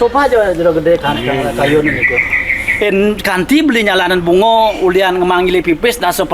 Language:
Balinese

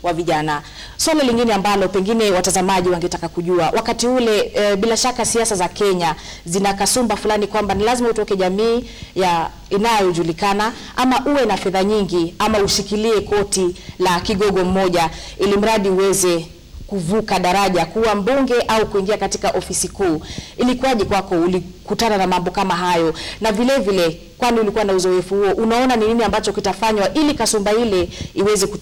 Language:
Swahili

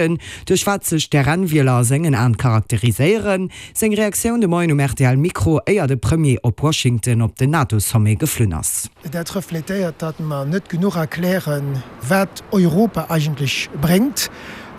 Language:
Luxembourgish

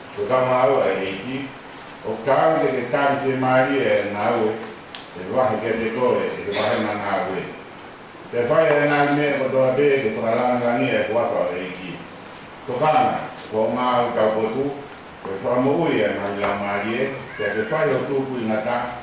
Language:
Tongan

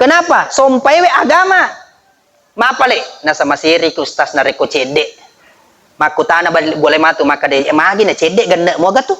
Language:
Buginese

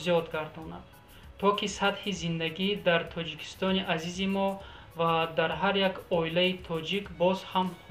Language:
Tajik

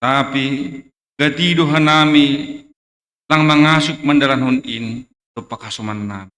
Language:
Batak Simalungun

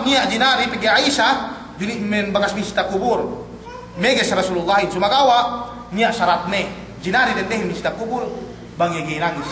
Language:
Yakan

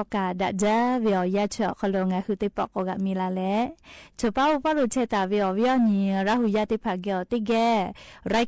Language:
Lahu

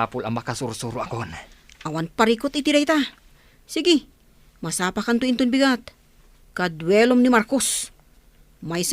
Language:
Iloko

